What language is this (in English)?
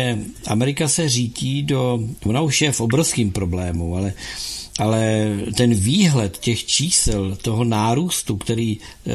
Czech